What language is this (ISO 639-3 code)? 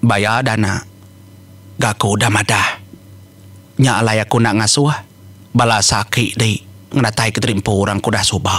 iba